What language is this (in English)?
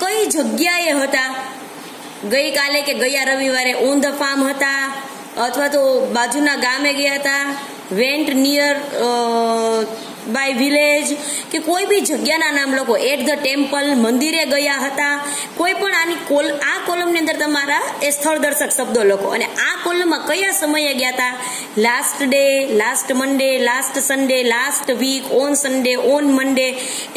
Gujarati